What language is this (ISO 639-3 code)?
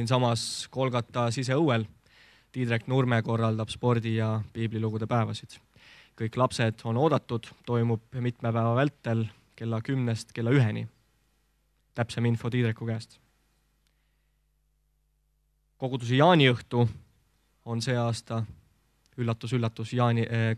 est